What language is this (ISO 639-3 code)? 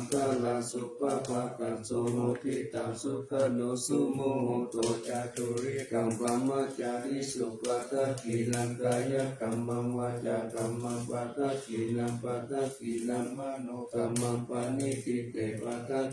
pli